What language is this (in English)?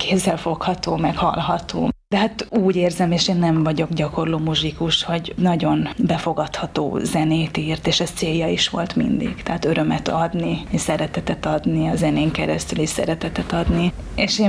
Hungarian